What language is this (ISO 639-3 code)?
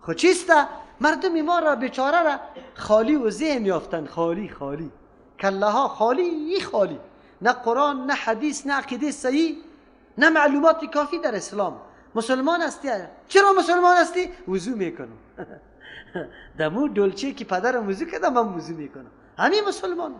fas